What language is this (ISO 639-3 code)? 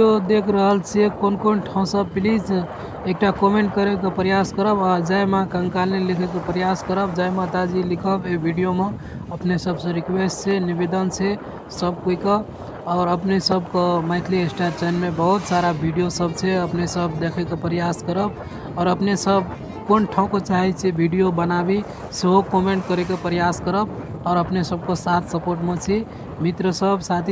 mai